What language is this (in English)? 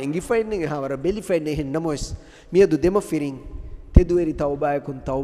Divehi